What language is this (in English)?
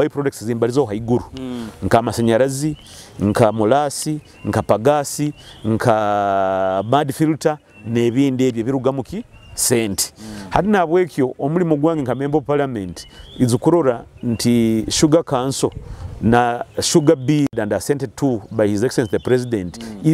Nyoro